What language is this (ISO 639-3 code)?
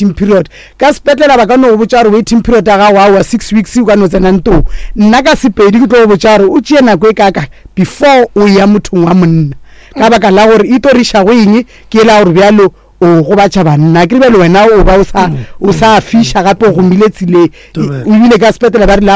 nso